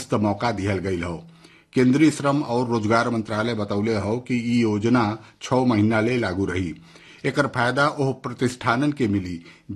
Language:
Bhojpuri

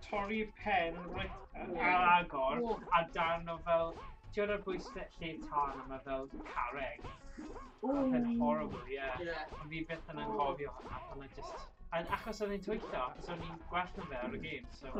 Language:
Welsh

